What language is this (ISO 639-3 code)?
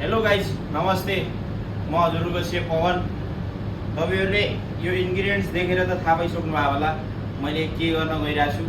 nep